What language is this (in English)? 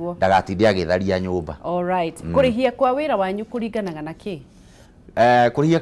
Kikuyu